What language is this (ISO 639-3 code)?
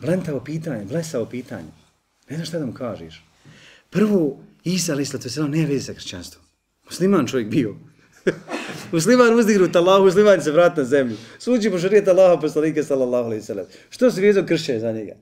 bos